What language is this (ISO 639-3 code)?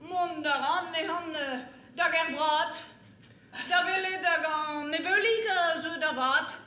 bre